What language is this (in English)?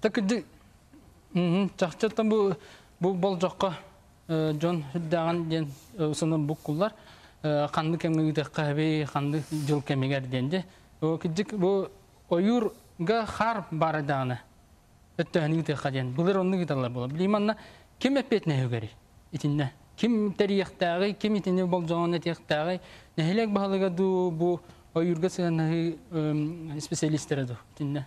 Yakut